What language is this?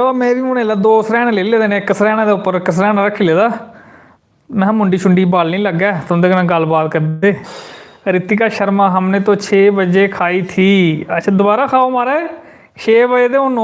Dogri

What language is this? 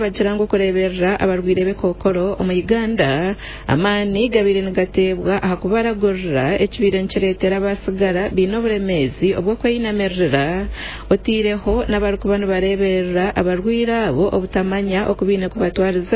Nyankole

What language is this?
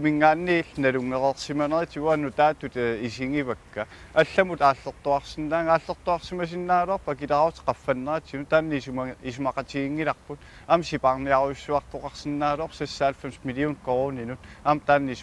Kalaallisut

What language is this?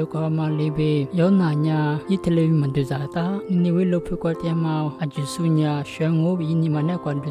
Lisu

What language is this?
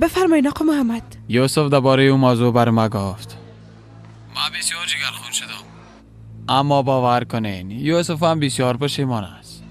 Persian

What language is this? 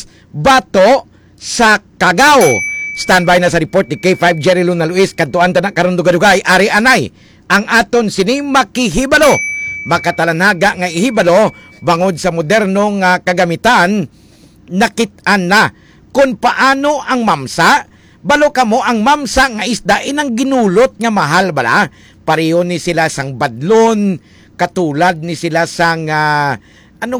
Hiligaynon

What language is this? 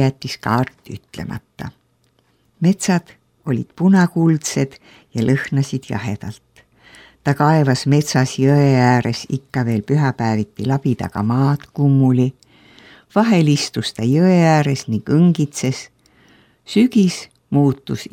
Estonian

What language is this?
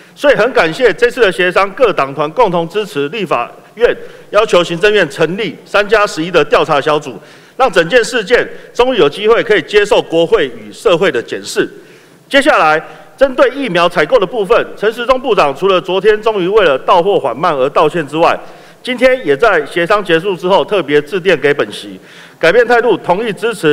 Chinese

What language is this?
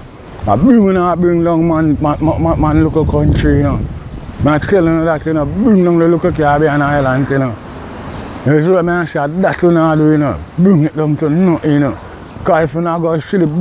Jamaican Creole English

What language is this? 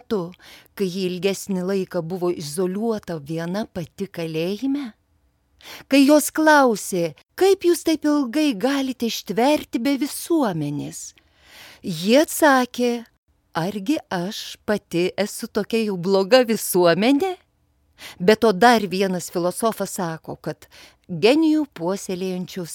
Lithuanian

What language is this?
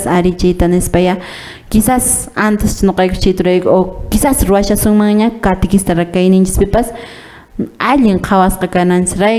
Quechua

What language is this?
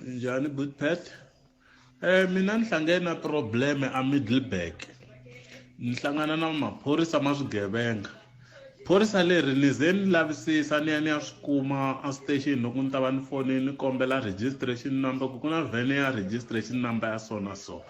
Tsonga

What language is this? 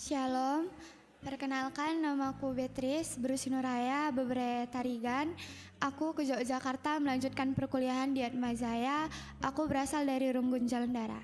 Batak Karo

